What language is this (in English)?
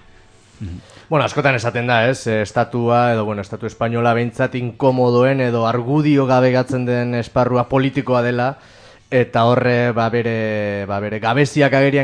Basque